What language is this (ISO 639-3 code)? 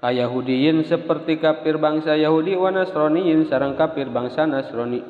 sun